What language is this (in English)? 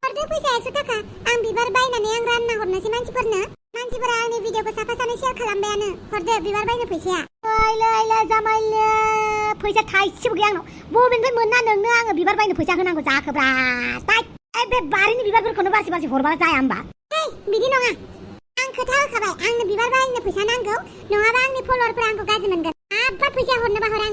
Bodo